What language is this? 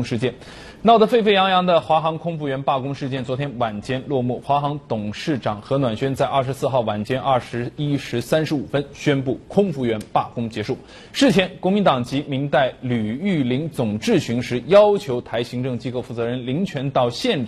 Chinese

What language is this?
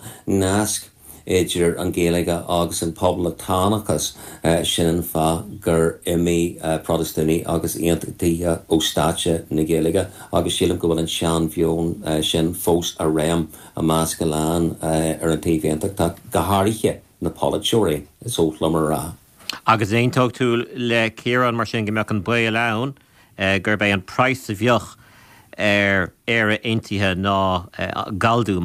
Irish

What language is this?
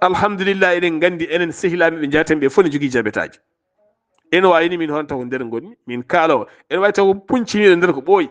Fula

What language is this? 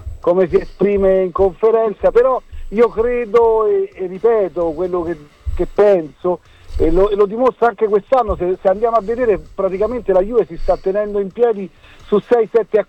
Italian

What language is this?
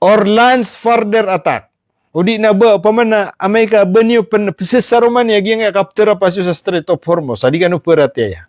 Maranao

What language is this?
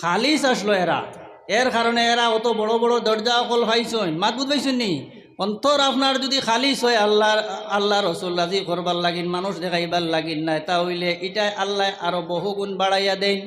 Sylheti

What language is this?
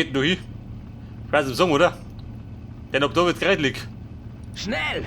Bavarian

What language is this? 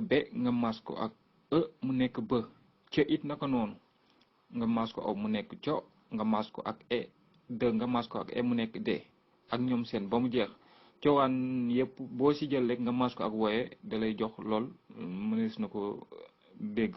Wolof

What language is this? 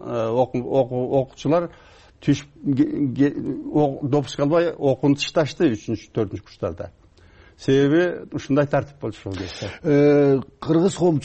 Kyrgyz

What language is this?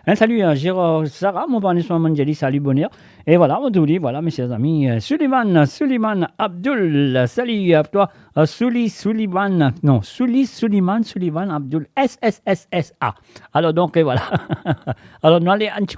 Morisyen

